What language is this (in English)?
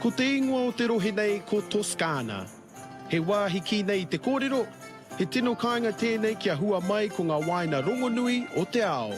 Māori